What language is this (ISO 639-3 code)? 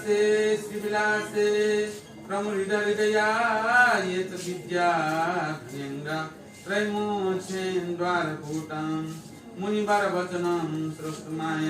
new